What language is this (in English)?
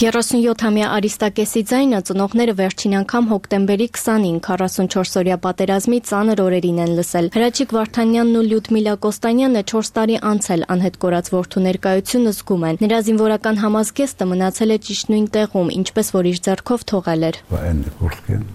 Armenian